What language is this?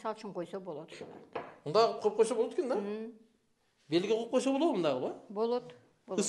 Kyrgyz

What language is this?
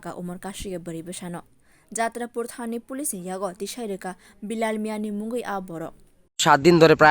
Kok Borok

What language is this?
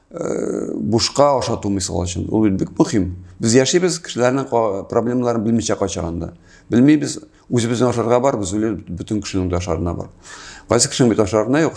Tatar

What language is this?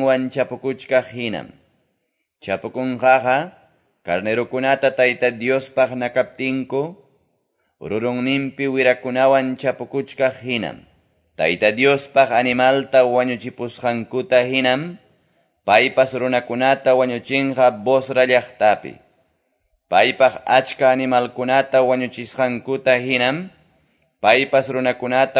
Quechua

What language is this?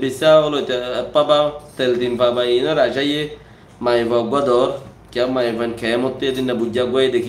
Rohingya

